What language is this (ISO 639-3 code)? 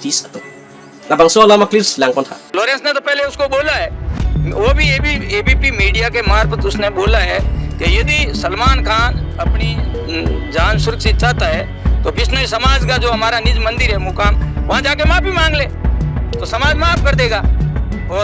mjw